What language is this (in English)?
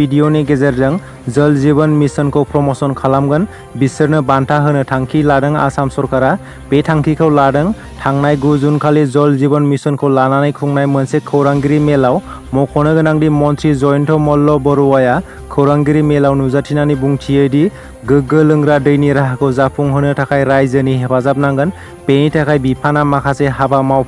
Bodo